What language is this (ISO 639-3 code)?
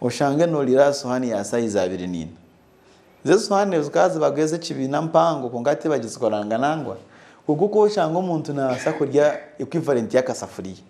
nyn